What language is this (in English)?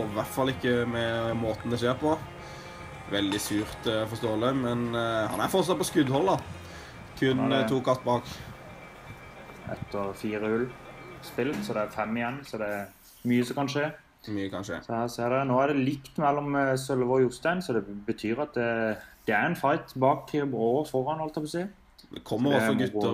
Norwegian